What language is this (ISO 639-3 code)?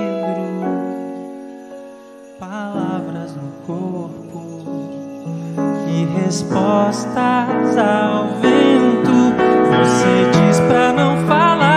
por